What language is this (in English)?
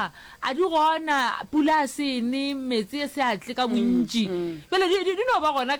Northern Sotho